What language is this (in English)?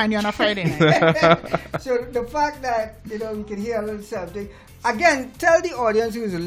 English